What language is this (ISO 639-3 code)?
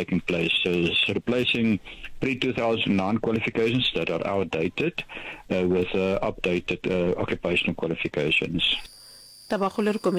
nso